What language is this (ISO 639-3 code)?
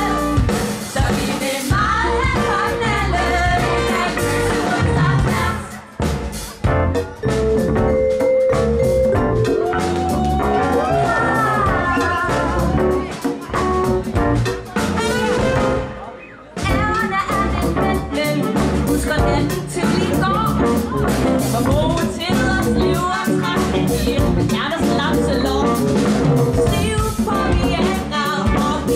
dan